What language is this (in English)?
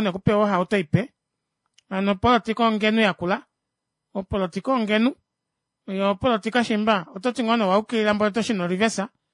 Kuanyama